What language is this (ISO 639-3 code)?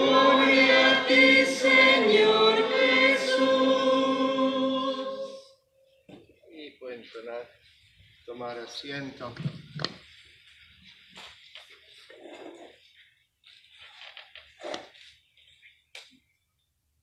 spa